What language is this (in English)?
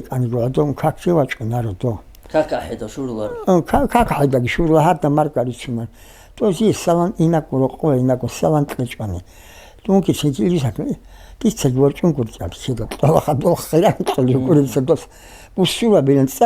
Avaric